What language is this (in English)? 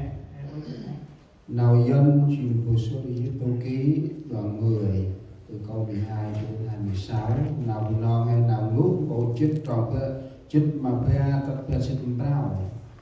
Central Mnong